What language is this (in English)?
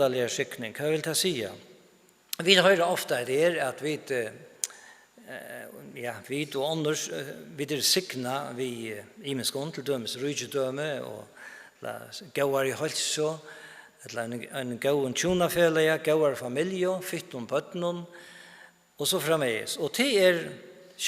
Faroese